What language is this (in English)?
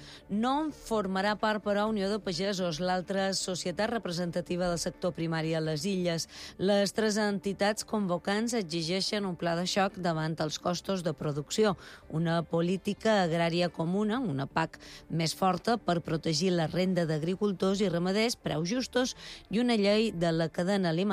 Catalan